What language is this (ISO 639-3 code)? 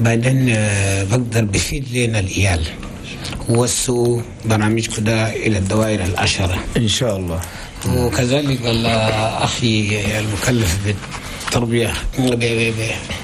shu